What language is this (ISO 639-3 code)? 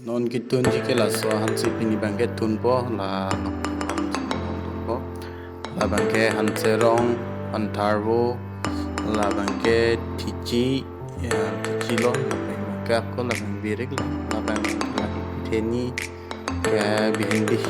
mjw